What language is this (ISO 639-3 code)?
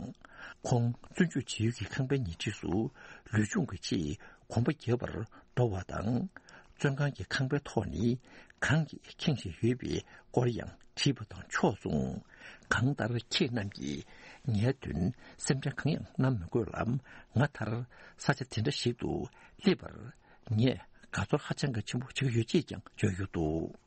bod